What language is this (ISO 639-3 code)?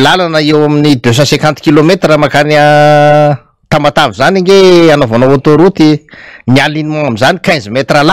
mlg